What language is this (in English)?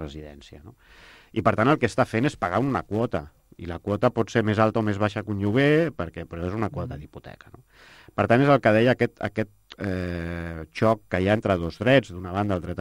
Catalan